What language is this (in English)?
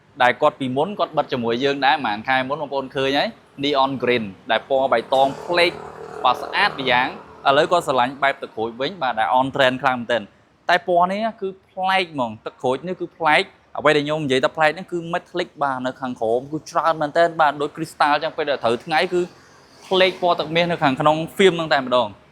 Khmer